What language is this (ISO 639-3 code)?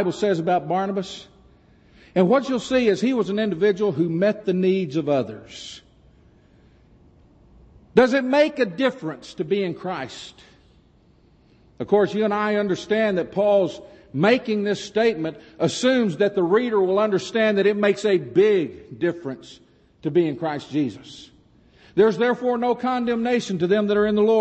eng